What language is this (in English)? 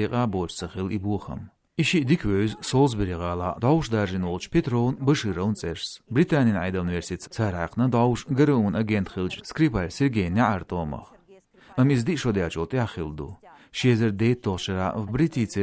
Chechen